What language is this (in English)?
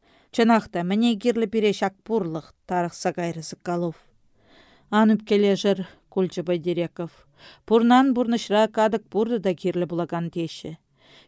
Chuvash